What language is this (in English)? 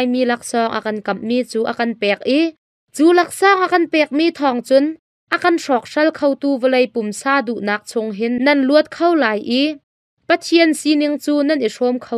Hakha Chin